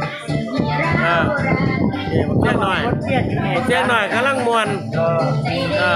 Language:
Lao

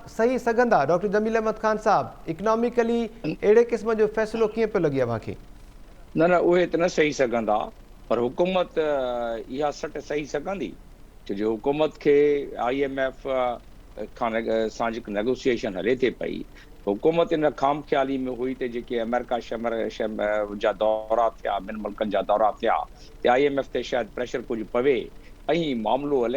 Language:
Sindhi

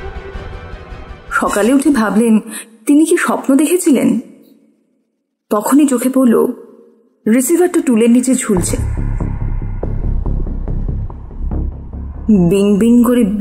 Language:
Bangla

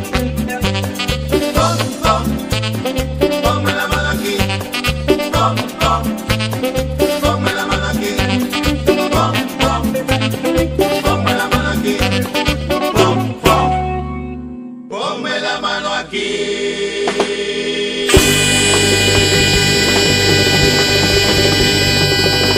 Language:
Spanish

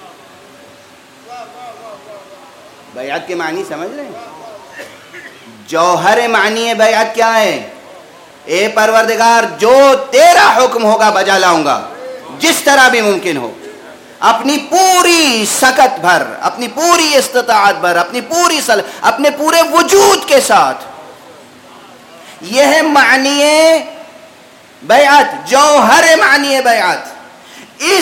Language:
Urdu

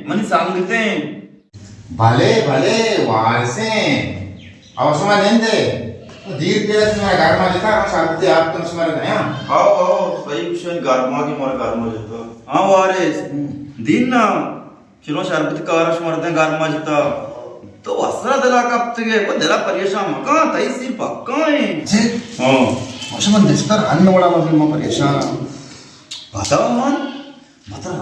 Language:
Baluchi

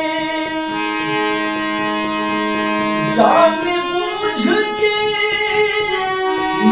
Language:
Bhojpuri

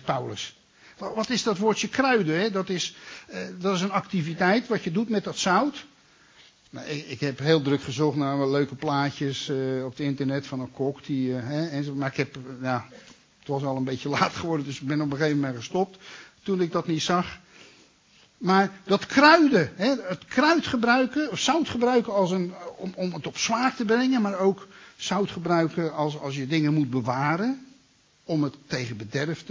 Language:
Dutch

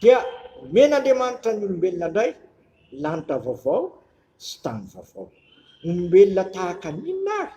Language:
Malagasy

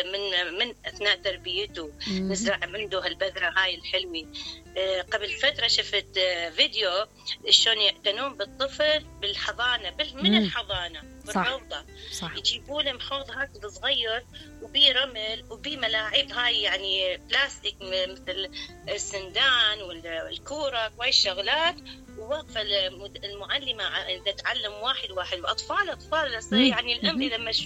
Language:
Mesopotamian Arabic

